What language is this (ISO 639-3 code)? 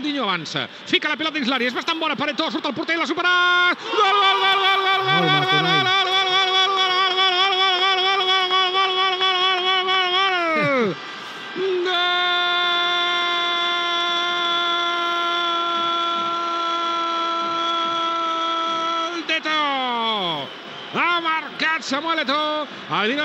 cat